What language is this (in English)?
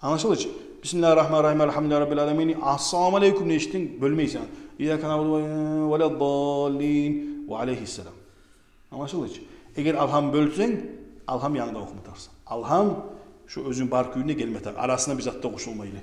Kumyk